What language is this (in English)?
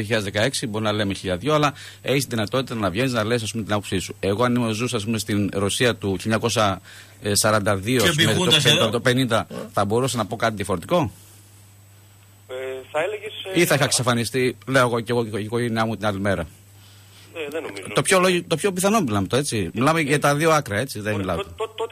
Greek